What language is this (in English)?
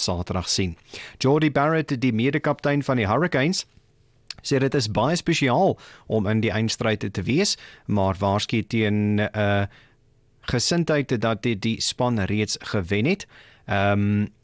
Afrikaans